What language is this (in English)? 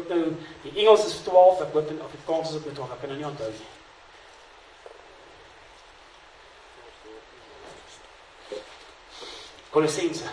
Afrikaans